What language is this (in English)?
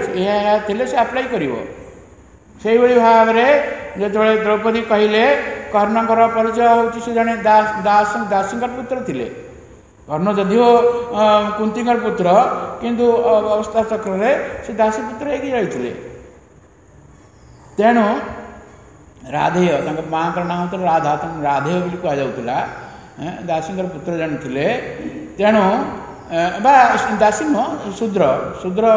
Odia